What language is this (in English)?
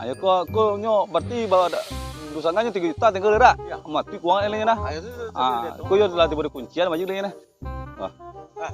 Minangkabau